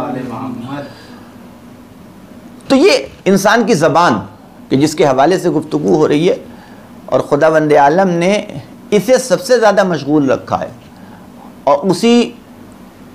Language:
Urdu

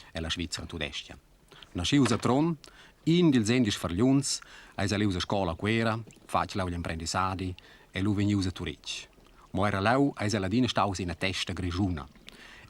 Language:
Romansh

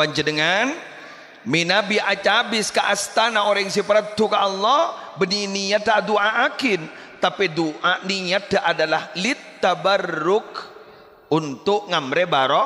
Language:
Madurese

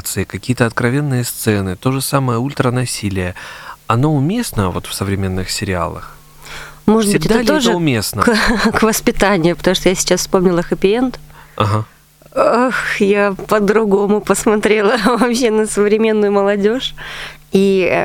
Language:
Russian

